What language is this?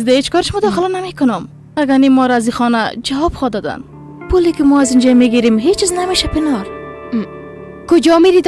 Persian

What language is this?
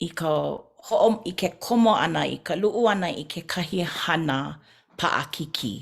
Hawaiian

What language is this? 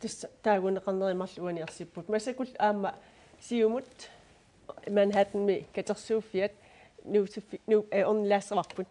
Kalaallisut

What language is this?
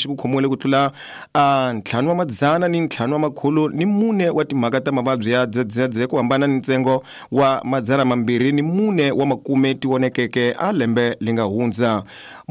Tsonga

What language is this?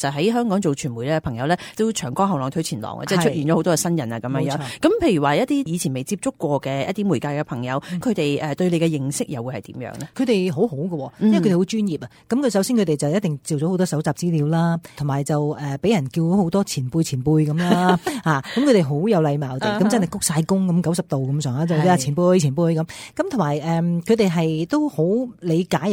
Cantonese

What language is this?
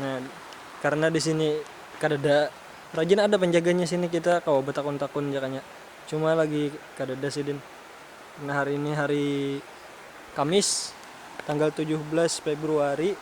Banjar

